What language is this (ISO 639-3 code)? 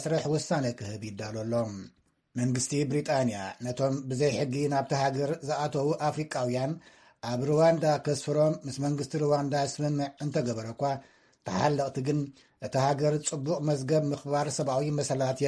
tir